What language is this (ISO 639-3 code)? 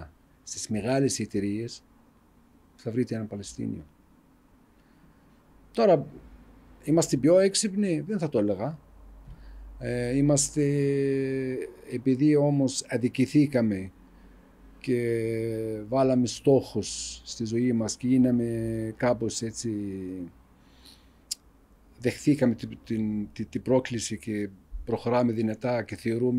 ell